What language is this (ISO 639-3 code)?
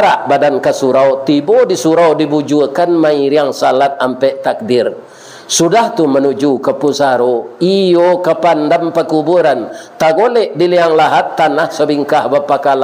min